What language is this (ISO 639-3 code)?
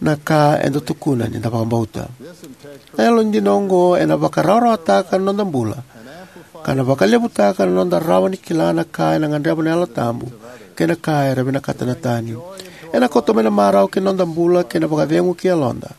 fij